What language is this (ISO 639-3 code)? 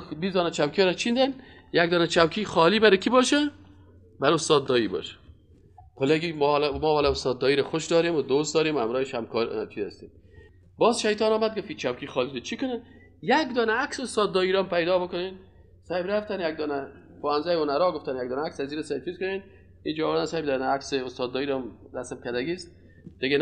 fas